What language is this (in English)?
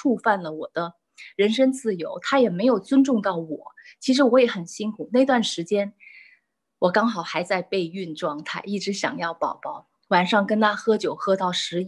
Chinese